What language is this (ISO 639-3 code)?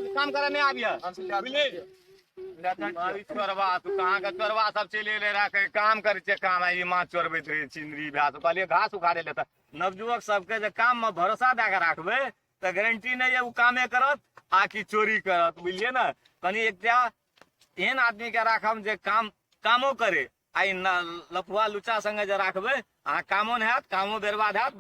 mai